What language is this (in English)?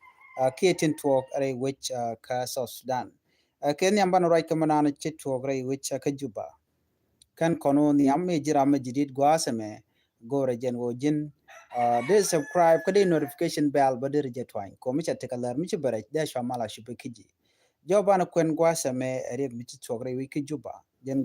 Nuer